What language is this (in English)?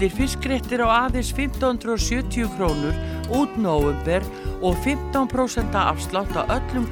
Icelandic